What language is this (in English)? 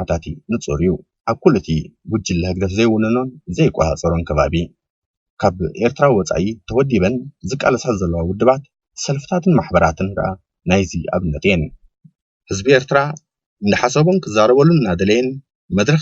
Tigrinya